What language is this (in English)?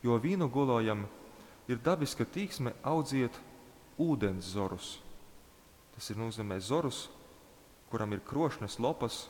Latgalian